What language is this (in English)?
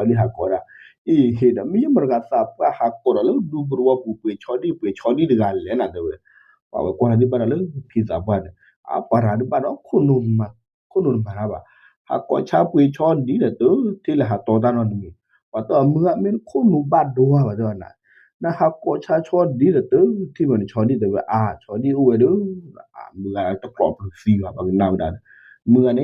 S'gaw Karen